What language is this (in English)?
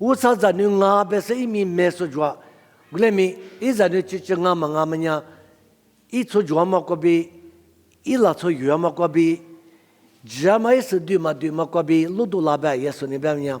Lisu